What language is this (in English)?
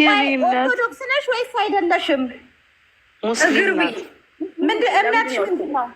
Amharic